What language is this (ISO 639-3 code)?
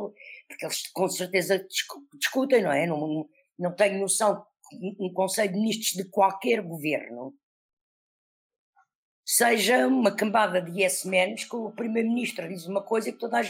por